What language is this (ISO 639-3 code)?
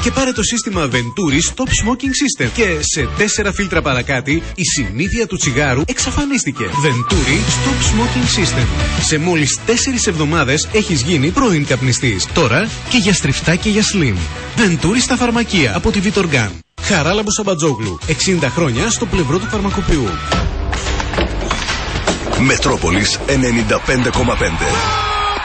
ell